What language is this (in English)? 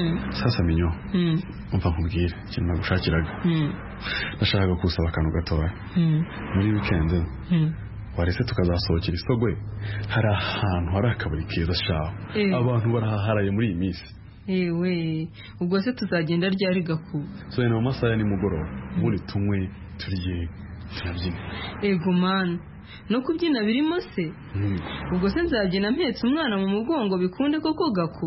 Kinyarwanda